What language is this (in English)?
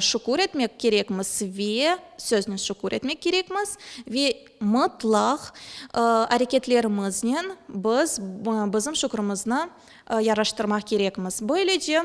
Crimean Tatar